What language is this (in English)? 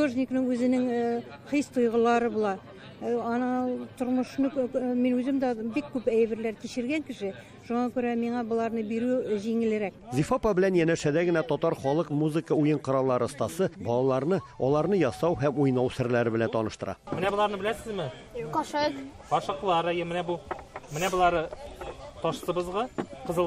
Tatar